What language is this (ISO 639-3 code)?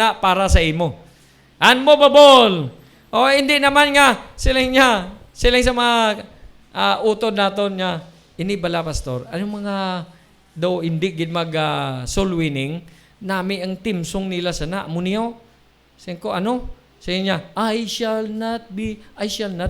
hil